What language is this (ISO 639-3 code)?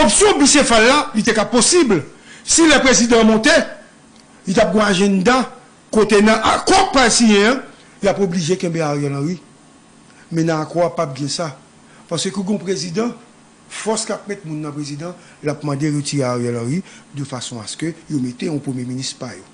hat